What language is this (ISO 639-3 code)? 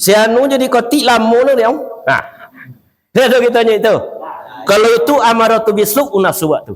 min